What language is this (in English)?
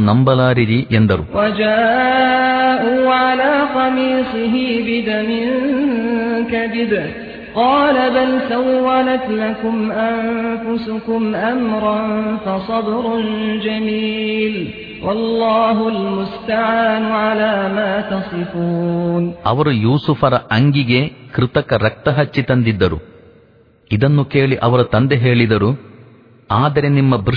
Kannada